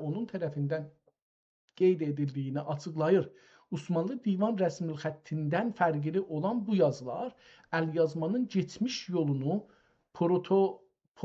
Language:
South Azerbaijani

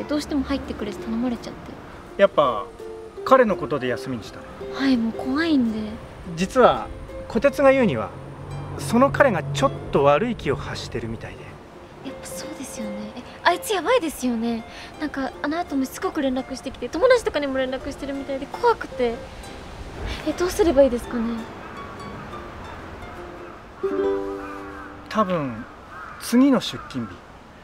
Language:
Japanese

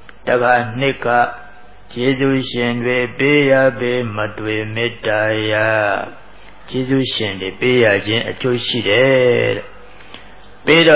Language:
Burmese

